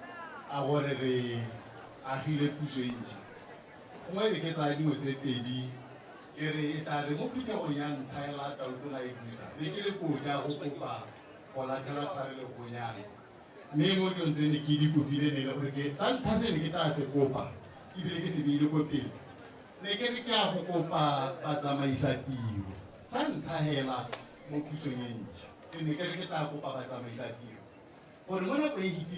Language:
Tswana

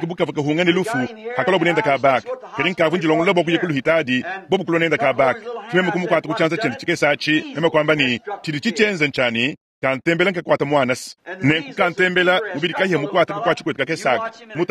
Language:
Luba-Lulua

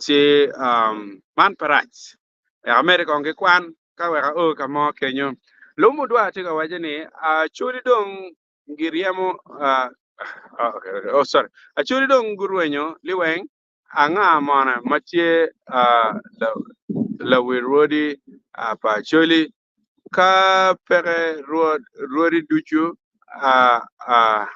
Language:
Acoli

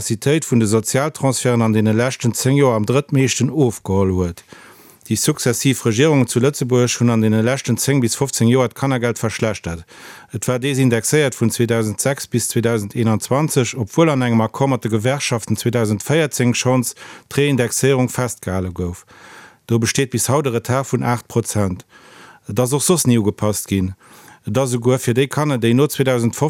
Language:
Luxembourgish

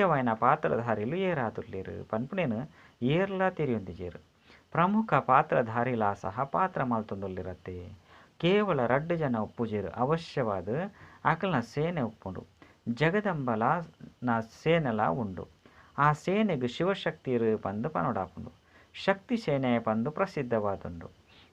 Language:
Tulu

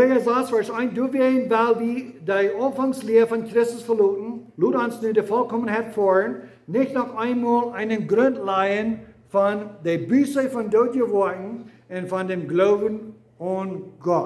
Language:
Plautdietsch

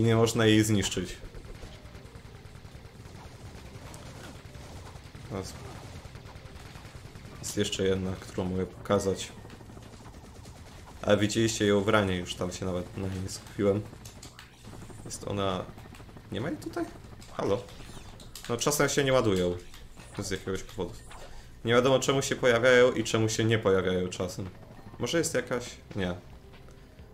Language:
Polish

